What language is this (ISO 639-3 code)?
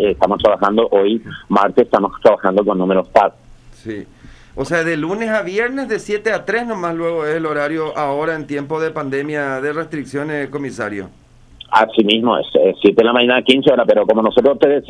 spa